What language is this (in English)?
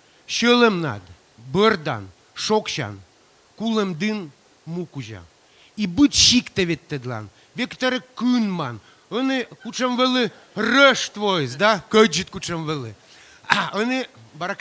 Komi